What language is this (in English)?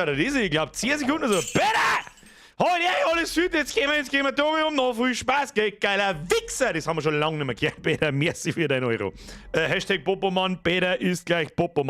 Bavarian